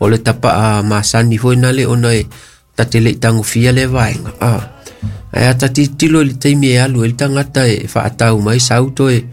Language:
Samoan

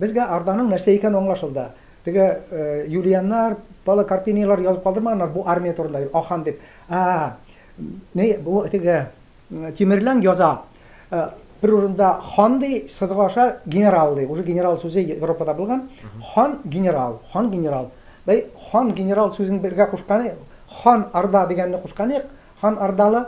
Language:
Tatar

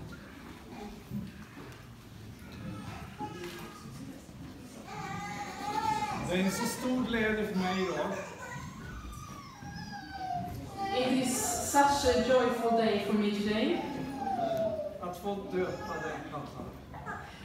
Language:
Swedish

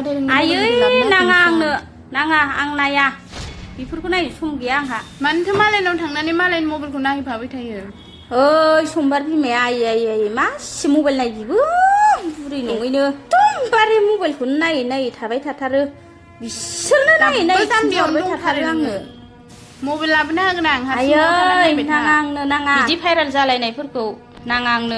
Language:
Bodo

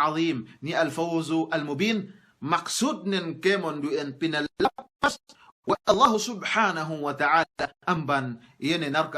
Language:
Yakan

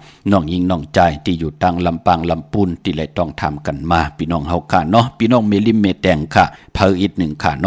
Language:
Shan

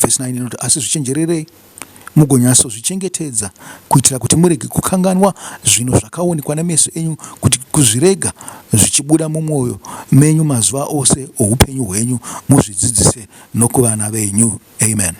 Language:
Shona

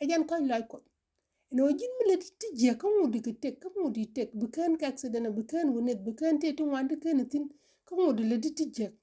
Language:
Nuer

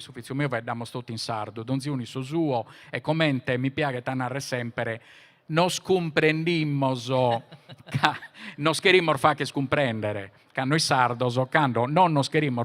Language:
Sardinian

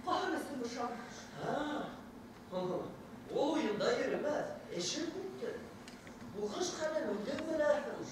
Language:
Bashkir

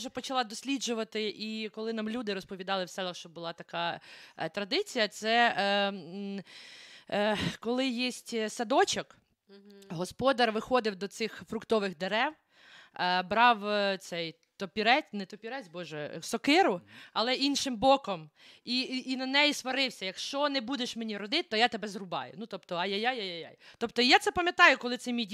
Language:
Ukrainian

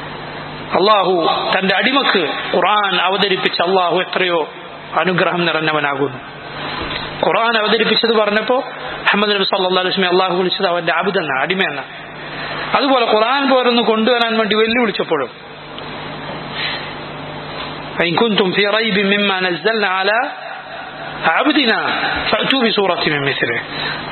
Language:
Malayalam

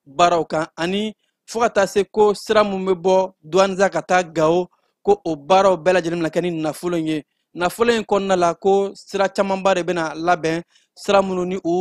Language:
Bambara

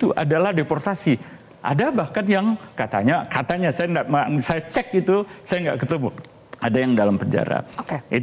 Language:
Indonesian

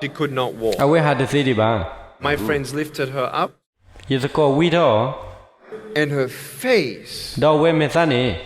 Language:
S'gaw Karen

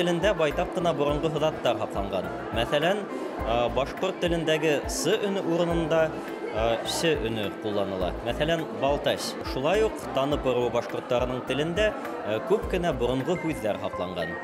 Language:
Bashkir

